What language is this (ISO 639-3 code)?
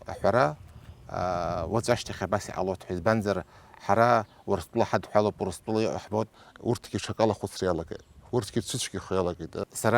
abk